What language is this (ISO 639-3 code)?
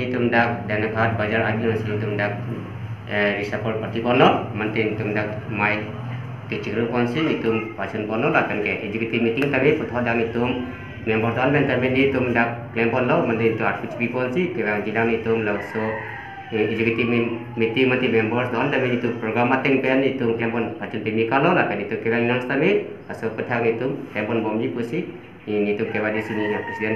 mjw